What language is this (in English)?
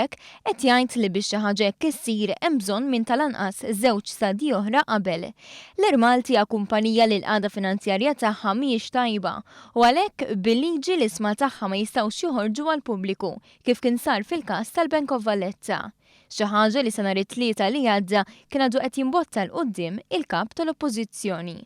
Maltese